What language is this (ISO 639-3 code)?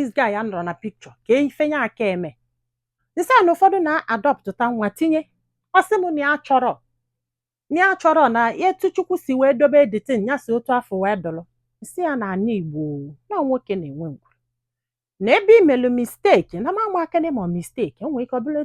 ibo